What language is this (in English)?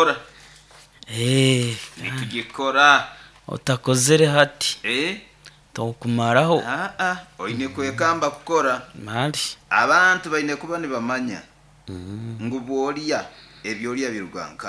Nyoro